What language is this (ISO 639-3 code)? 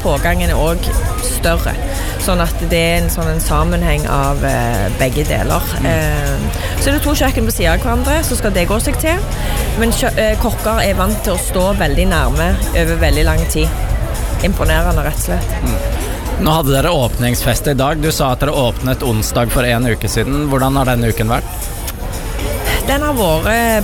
nor